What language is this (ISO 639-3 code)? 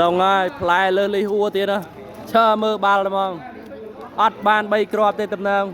khm